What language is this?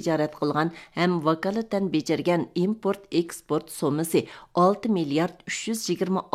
Uyghur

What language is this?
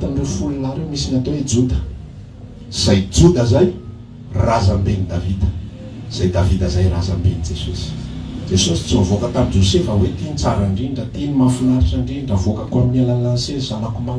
Malagasy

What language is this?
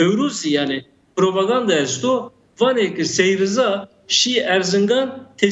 Zaza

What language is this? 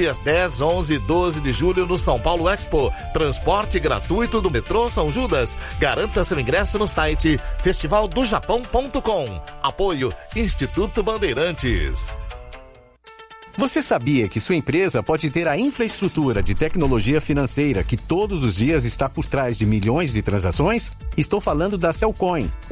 Portuguese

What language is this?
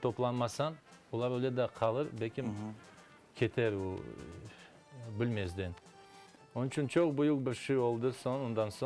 Crimean Tatar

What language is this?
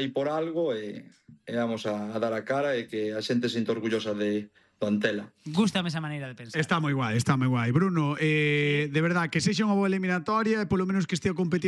Galician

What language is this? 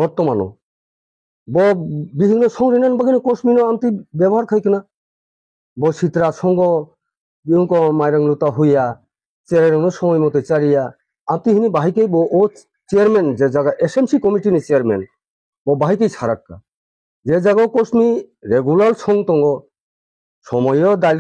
Kok Borok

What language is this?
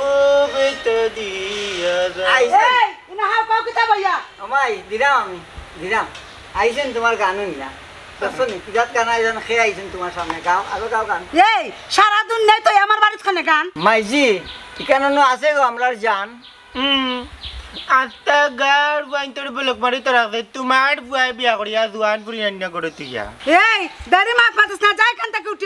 Sylheti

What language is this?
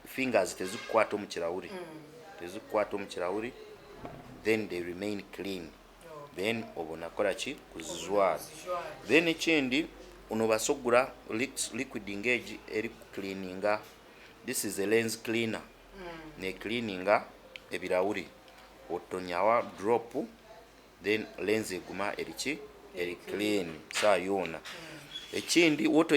Nyankole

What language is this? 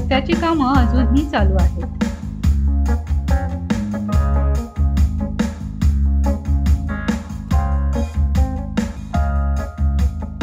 Marathi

